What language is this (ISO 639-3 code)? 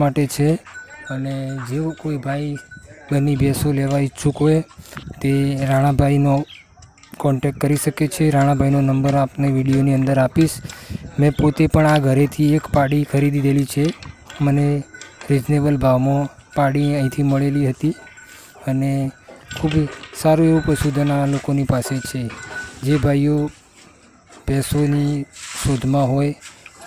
guj